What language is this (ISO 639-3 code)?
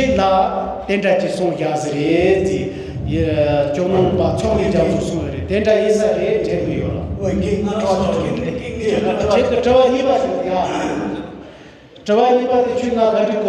bod